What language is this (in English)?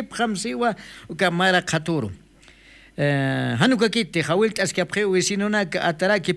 Aymara